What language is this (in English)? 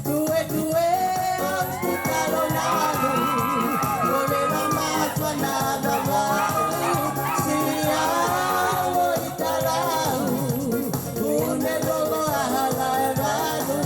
Tongan